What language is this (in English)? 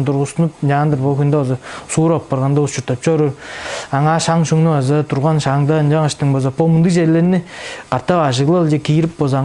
Tuvinian